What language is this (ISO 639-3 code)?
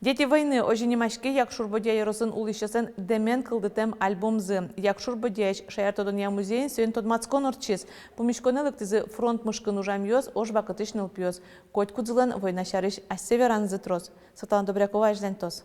udm